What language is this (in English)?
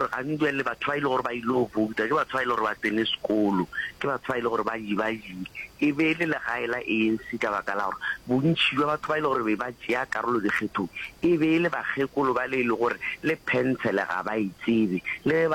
Northern Sotho